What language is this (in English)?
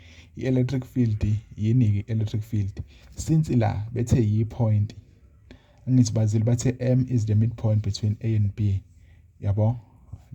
Zulu